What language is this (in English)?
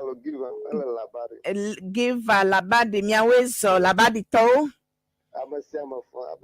Ewe